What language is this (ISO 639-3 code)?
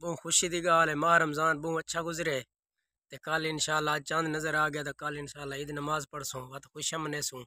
skr